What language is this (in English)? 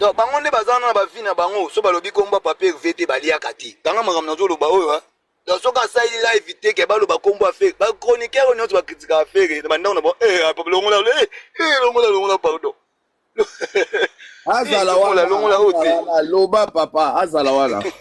Lingala